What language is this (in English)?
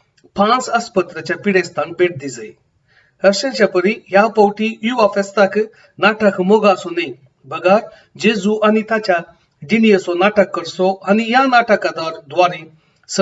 Konkani